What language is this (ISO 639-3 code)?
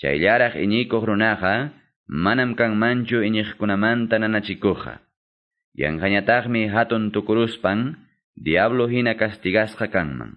que